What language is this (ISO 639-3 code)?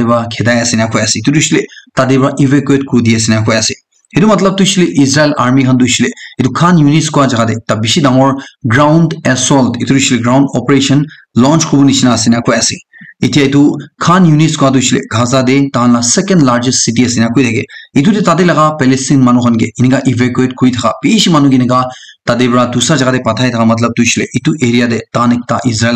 nag